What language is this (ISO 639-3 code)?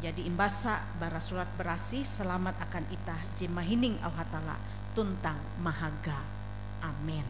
nij